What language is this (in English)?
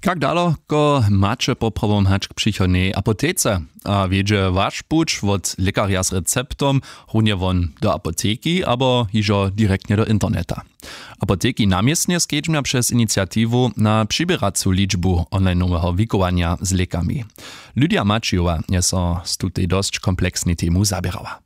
Upper Sorbian